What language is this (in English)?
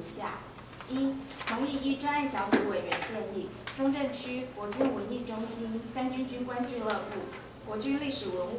Chinese